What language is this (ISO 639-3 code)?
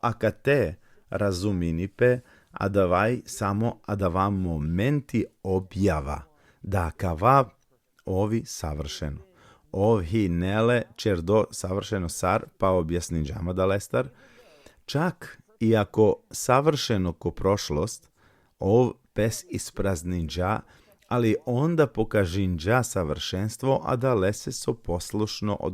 rmn